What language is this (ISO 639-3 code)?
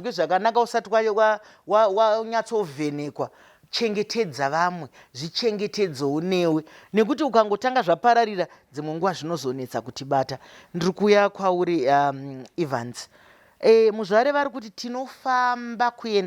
sna